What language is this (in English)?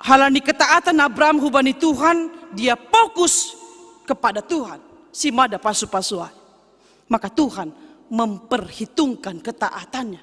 Batak Simalungun